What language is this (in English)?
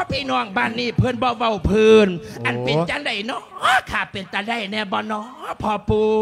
Lao